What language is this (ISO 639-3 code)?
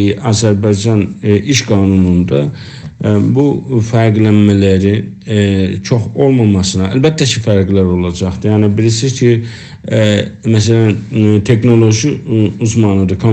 azb